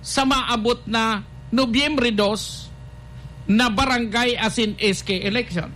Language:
Bikol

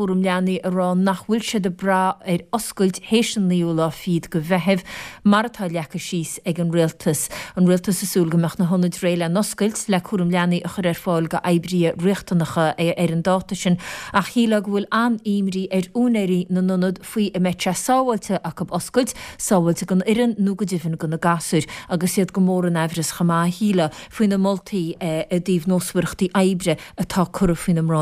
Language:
Irish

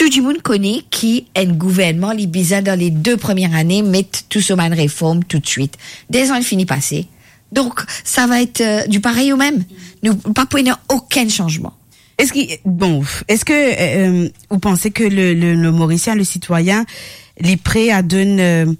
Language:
Morisyen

